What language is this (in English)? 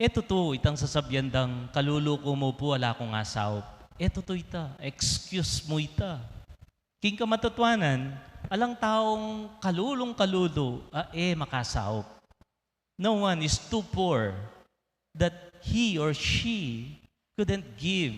Pampanga